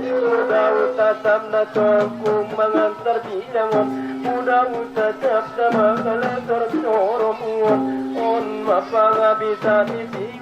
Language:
Batak Angkola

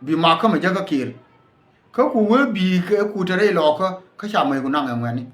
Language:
Nuer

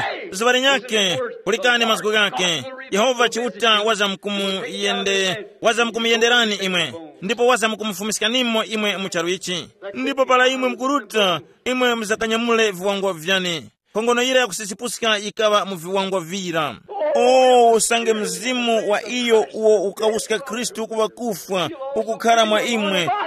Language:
Tumbuka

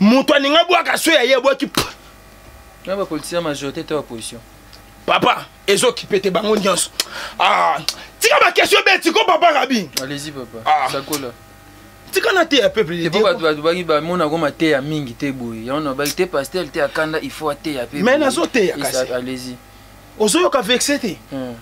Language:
Lingala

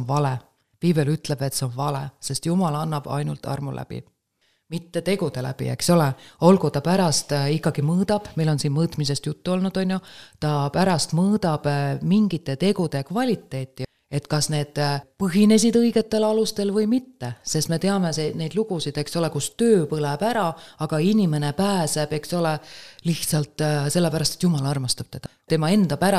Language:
Estonian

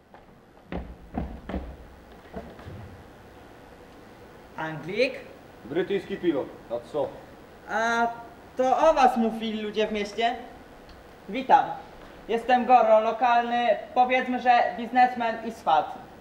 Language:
Polish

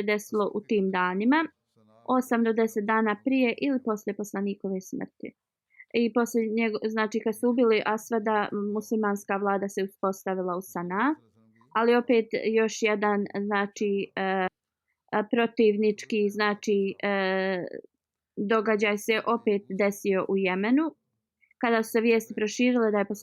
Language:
Bosnian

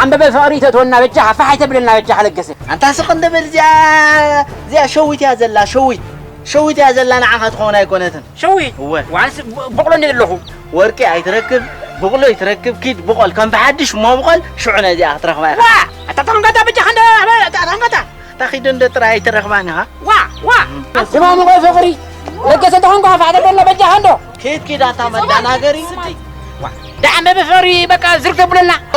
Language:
Tigrinya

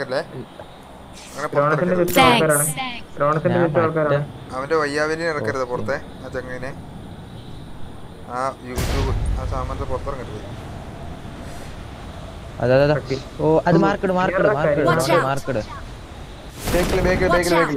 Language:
Malayalam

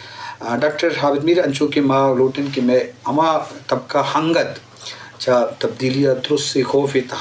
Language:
Eastern Balochi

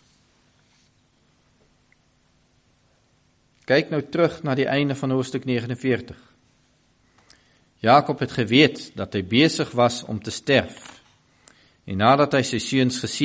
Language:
Afrikaans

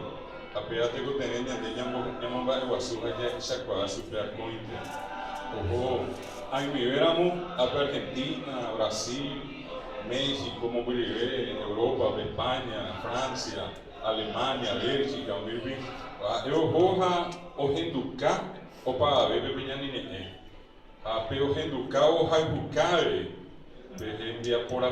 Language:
Guarani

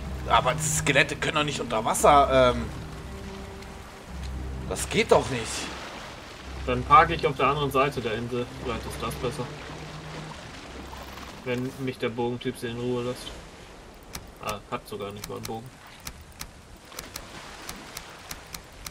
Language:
German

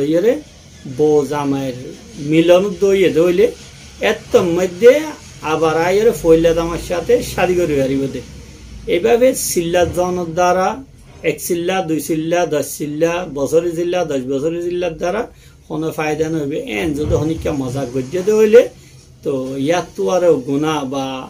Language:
Rohingya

